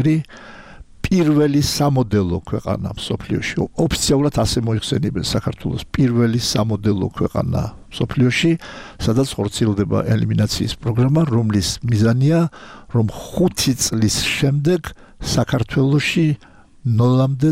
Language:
Georgian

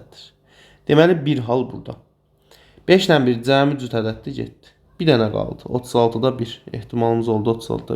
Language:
Azerbaijani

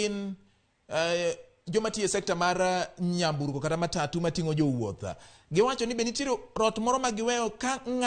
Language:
Luo (Kenya and Tanzania)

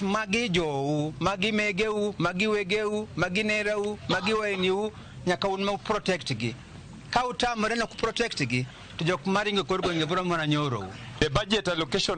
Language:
Luo (Kenya and Tanzania)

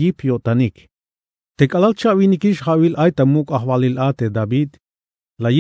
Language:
Tzeltal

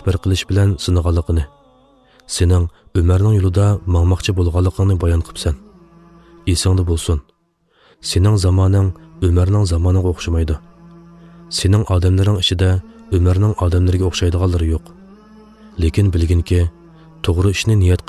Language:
Uyghur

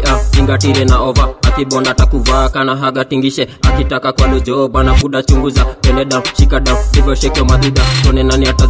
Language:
Swahili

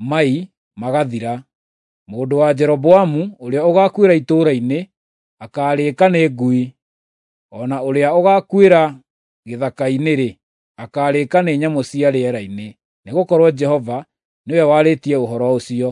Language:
Kikuyu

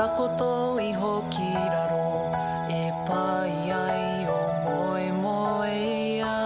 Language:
Māori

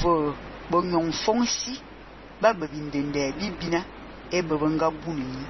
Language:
Fang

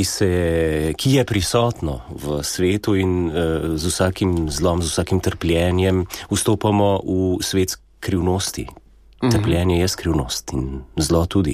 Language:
Slovenian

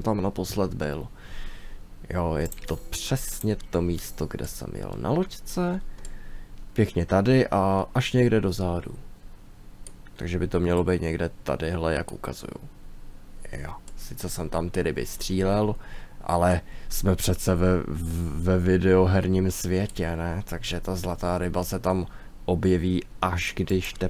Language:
Czech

